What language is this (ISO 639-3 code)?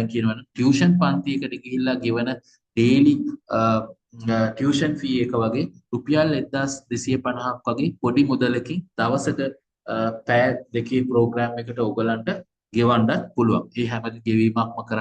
sin